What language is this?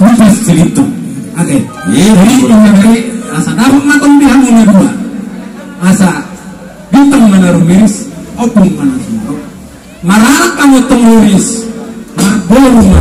Batak Toba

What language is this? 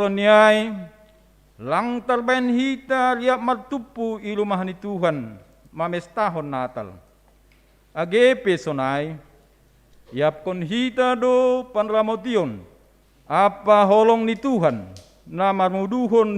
Batak Simalungun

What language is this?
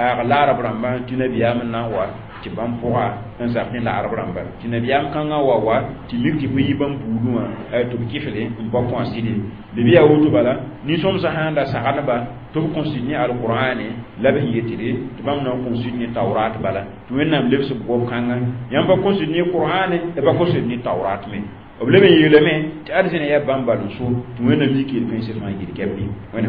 Mossi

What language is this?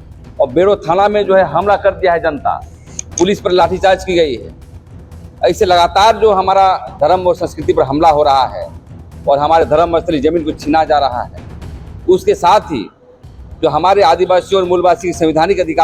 Santali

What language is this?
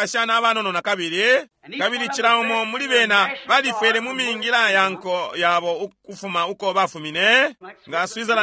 Bemba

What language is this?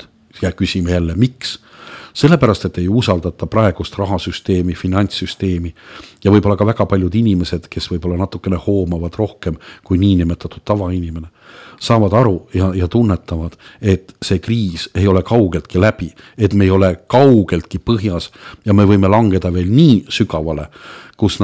Estonian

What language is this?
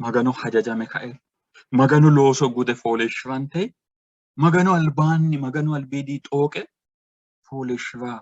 Sidamo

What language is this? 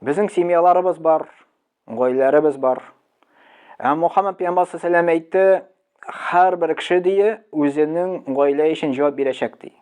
Tatar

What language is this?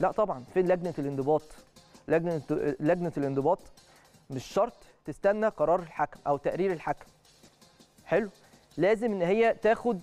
Egyptian Arabic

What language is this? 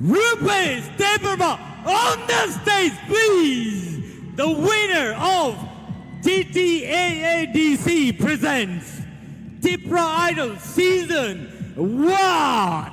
Kok Borok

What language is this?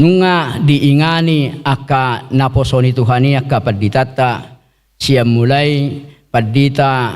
Batak Toba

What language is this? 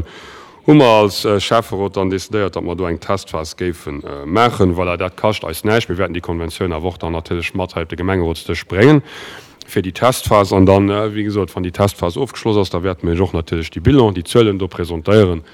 Luxembourgish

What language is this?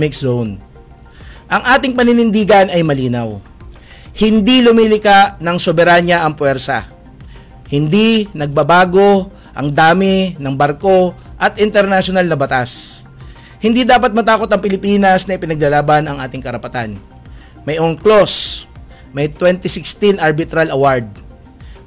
Filipino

